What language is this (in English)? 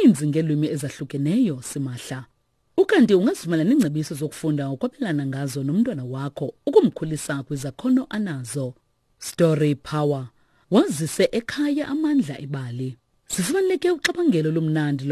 Xhosa